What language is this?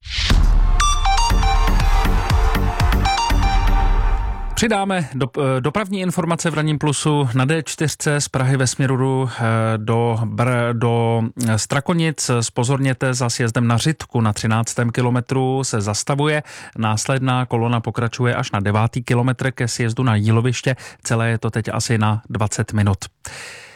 Czech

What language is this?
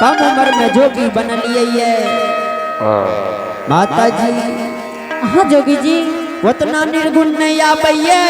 Angika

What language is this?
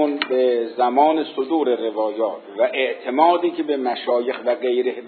Persian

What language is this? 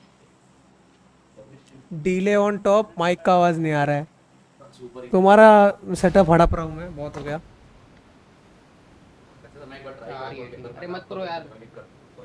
Hindi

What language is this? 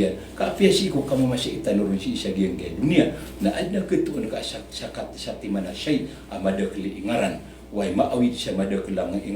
Maranao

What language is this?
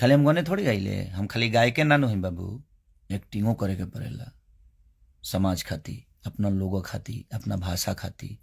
Bhojpuri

